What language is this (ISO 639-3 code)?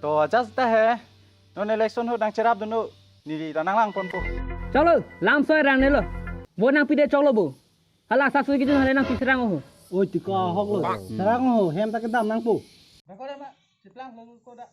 mjw